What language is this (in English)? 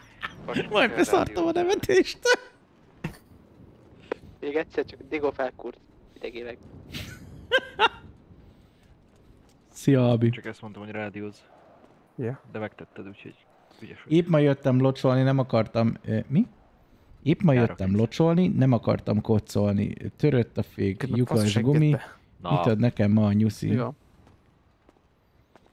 Hungarian